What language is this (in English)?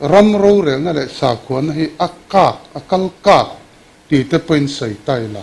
Mizo